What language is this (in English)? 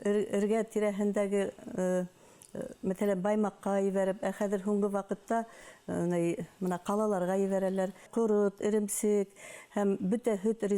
Bashkir